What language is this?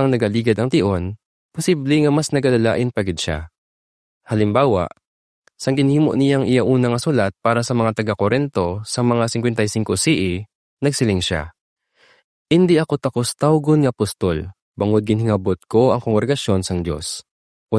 Hiligaynon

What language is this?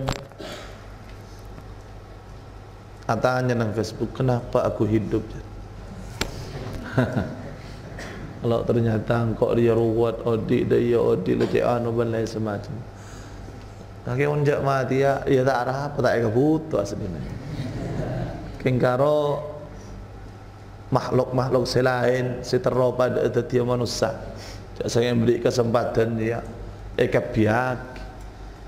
Madurese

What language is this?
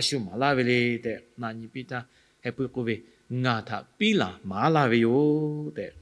Lahu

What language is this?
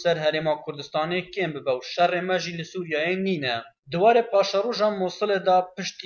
Kurdish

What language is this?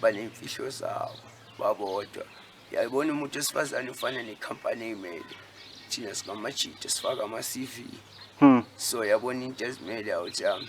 Zulu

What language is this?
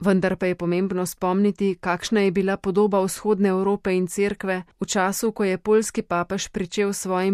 Slovenian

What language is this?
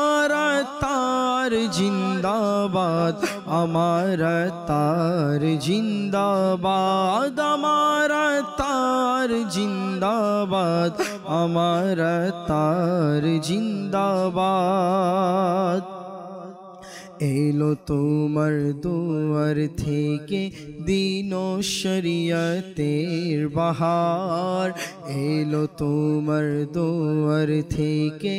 Bangla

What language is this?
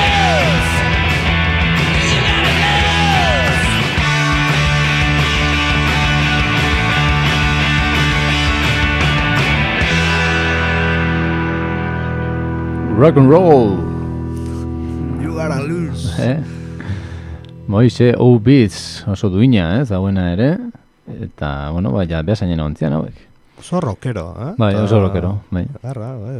Basque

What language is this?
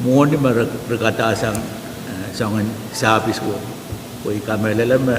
Pohnpeian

